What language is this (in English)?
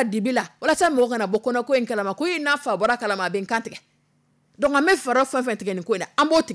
Dyula